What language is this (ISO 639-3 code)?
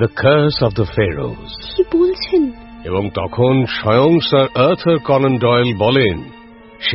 ben